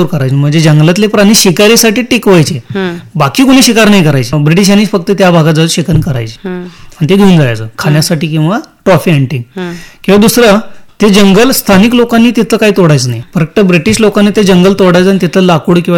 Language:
Marathi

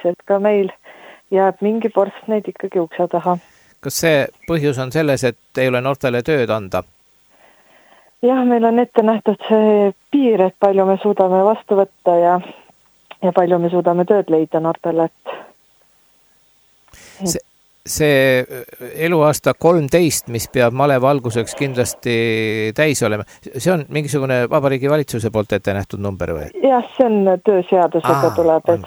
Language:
Estonian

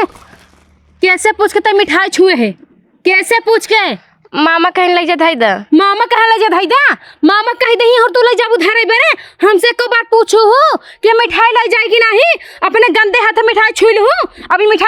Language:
Awadhi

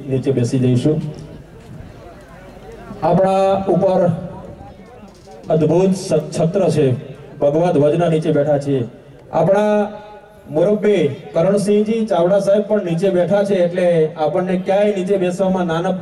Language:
Gujarati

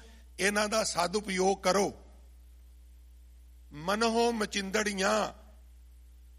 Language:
Punjabi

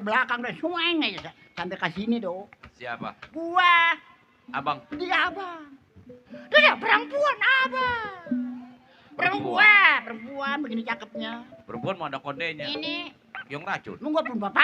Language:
Betawi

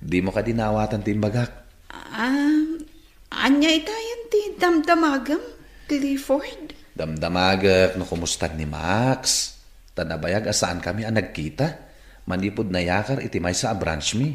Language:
Iloko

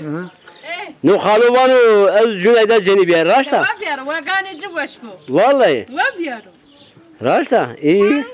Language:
Zaza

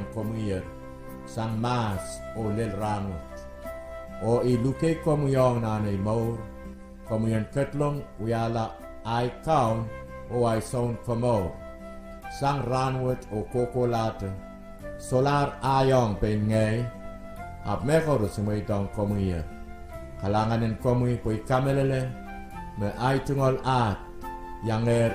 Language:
Pohnpeian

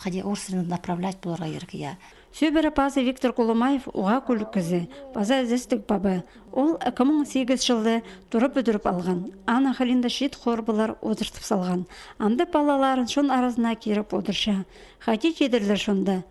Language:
Khakas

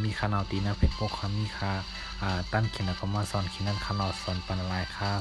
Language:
Shan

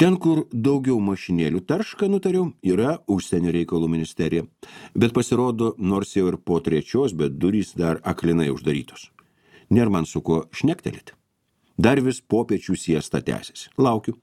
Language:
Lithuanian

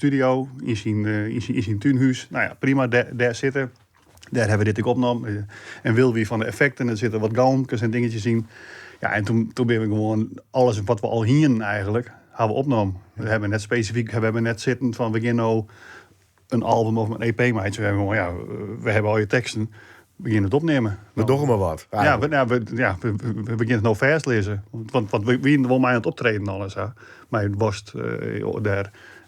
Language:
Western Frisian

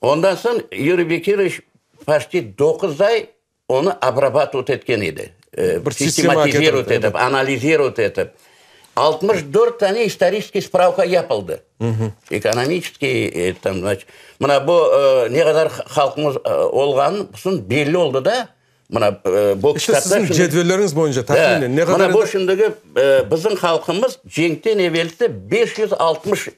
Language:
Crimean Tatar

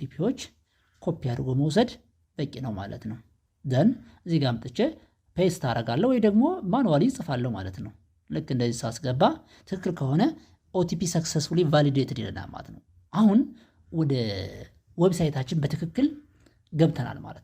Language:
Amharic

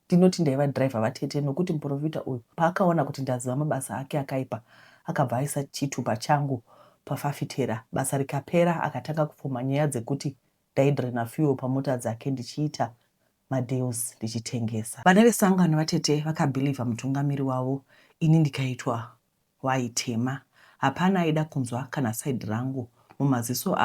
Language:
Shona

